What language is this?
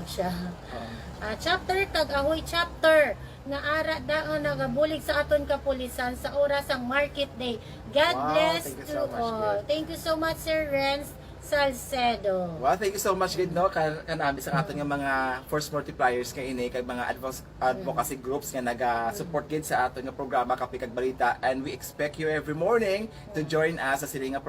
Hiligaynon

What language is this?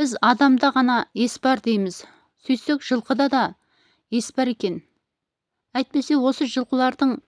Kazakh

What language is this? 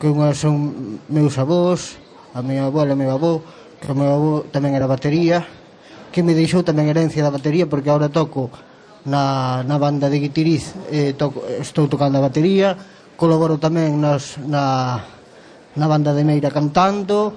Galician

